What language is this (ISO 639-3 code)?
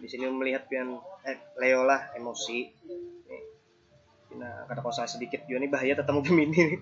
bjn